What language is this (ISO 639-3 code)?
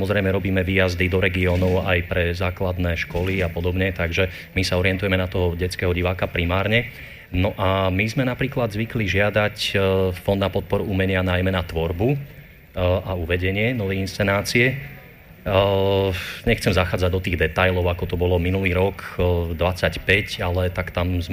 slk